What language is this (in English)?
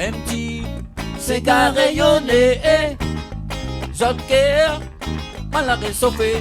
Réunion Creole French